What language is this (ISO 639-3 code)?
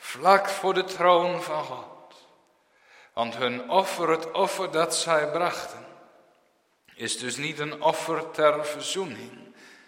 nld